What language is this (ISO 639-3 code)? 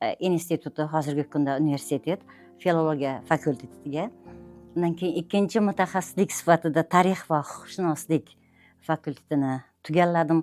uzb